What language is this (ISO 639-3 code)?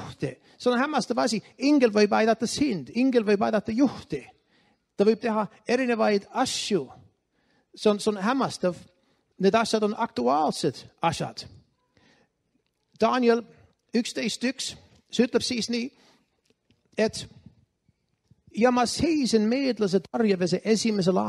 est